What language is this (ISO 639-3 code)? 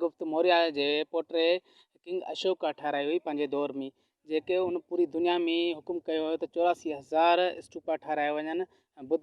snd